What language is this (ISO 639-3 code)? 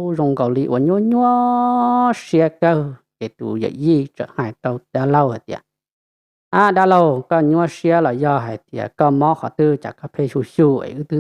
hmn